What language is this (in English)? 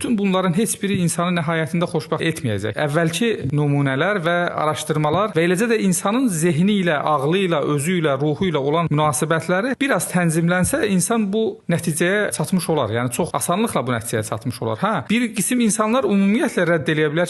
Azerbaijani